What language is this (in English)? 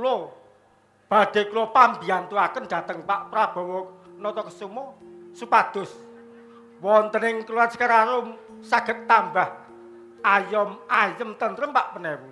Javanese